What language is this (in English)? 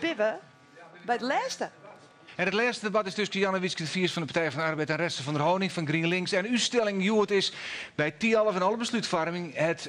Western Frisian